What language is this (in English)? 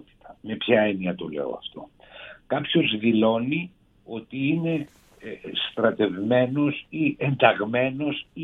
Greek